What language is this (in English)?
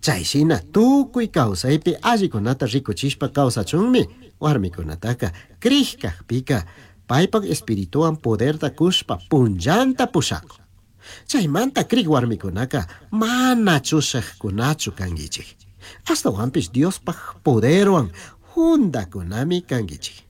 Chimborazo Highland Quichua